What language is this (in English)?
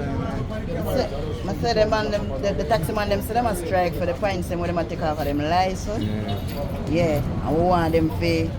Jamaican Creole English